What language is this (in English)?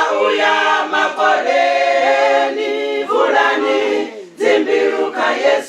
Venda